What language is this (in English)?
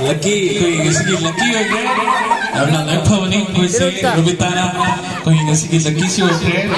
Manipuri